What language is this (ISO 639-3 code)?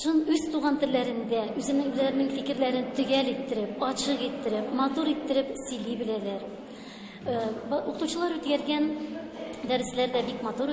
tat